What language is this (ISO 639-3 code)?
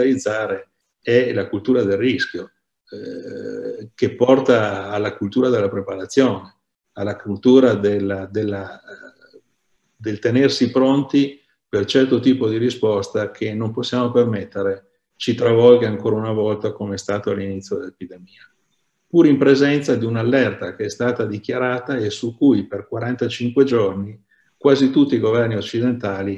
ita